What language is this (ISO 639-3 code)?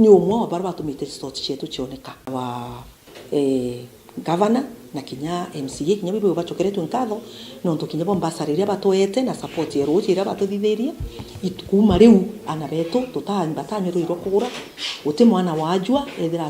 mer